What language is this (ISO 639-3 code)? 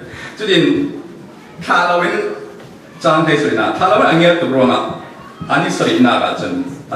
cfm